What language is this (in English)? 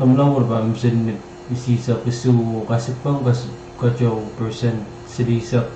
Pohnpeian